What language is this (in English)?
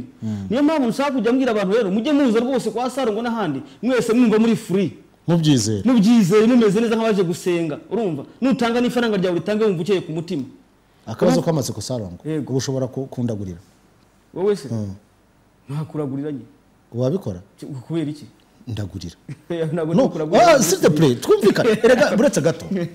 Kinyarwanda